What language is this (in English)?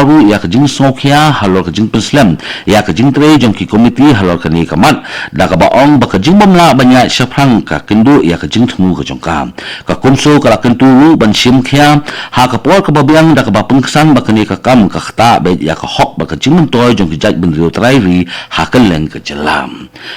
Khasi